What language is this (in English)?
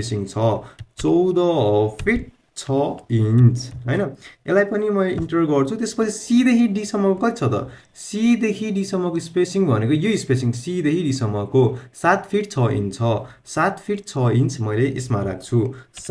Nepali